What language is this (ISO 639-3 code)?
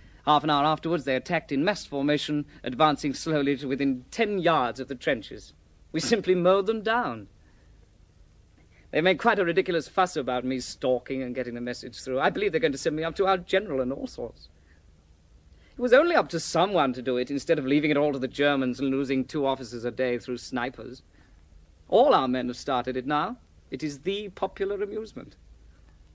eng